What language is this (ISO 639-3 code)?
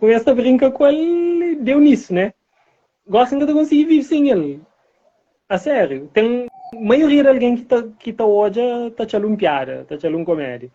kea